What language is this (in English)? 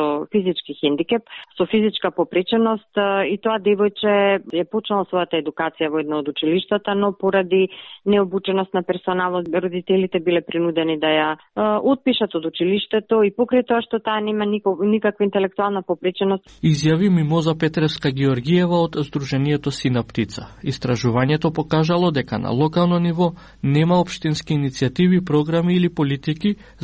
Macedonian